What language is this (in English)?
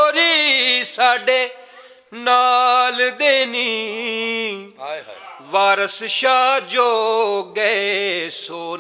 Western Panjabi